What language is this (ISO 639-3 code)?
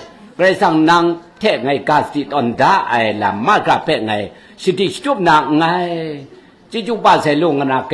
kac